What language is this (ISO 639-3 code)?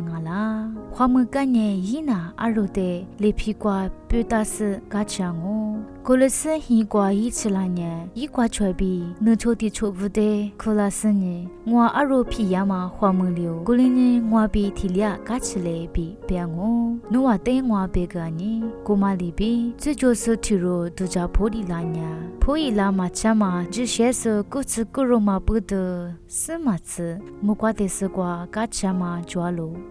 lis